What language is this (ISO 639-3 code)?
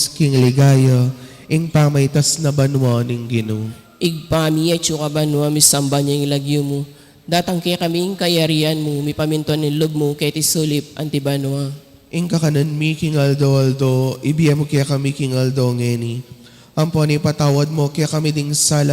pam